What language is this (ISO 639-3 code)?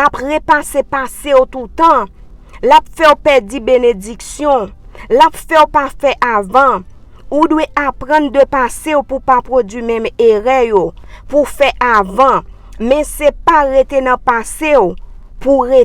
hat